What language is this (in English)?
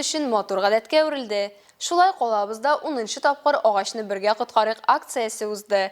Tatar